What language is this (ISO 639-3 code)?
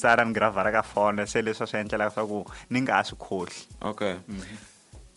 tso